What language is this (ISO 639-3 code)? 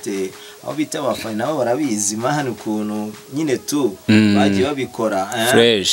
kin